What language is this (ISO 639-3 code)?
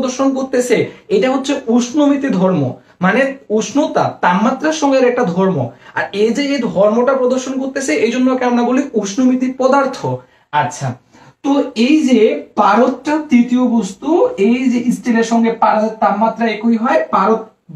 ben